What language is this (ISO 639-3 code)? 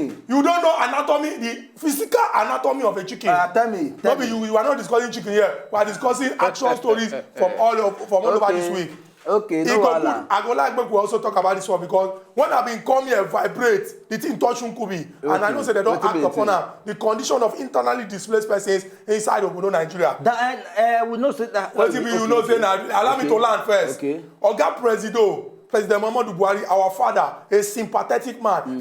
pcm